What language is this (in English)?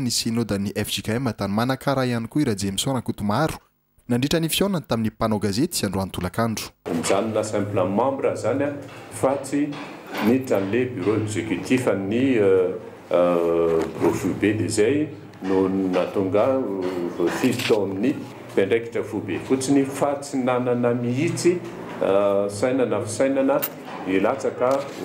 Malagasy